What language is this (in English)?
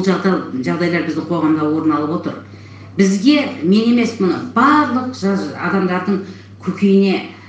Kazakh